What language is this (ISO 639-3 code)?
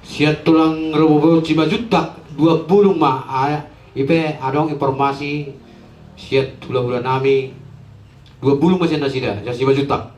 bbc